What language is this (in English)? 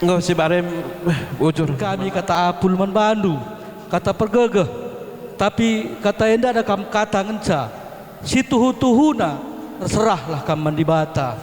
Batak Karo